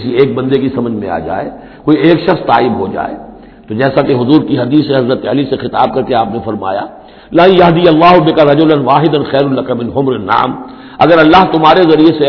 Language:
Urdu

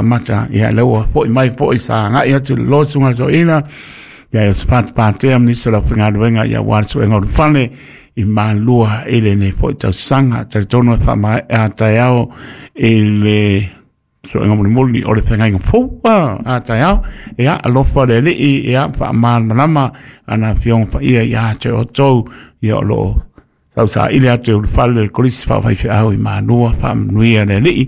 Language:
Samoan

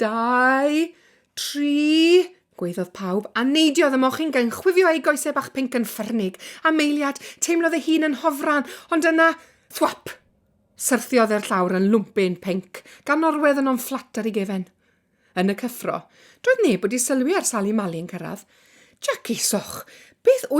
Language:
Welsh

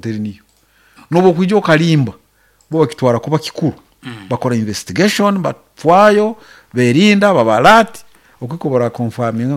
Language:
Nyankole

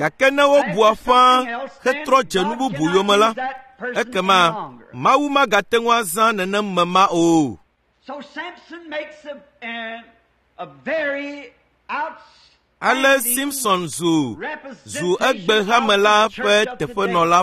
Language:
Ewe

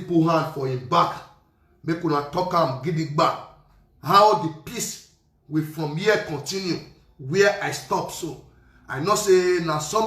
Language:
Nigerian Pidgin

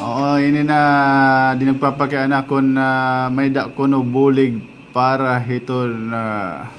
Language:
Waray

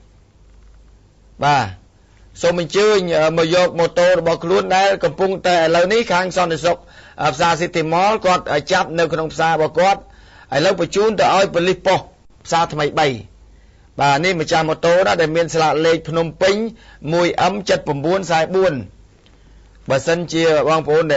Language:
Khmer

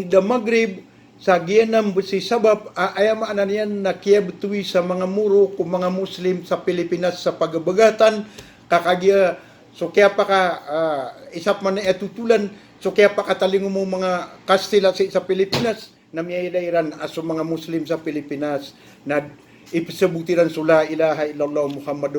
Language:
Maranao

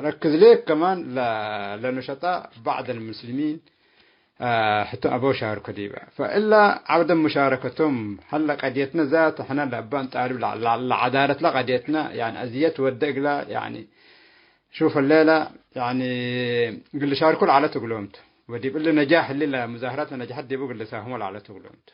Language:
Tigre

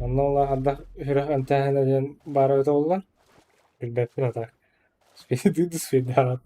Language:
Yakut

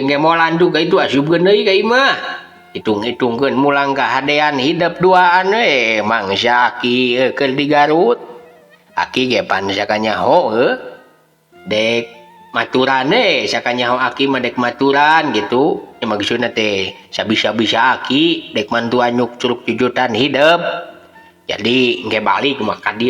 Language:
Sundanese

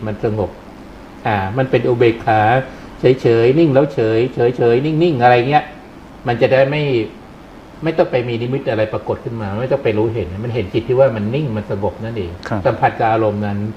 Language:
Thai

